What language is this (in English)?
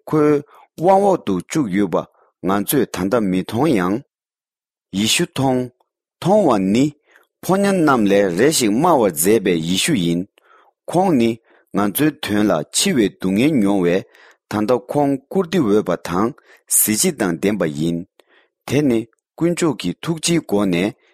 Tibetan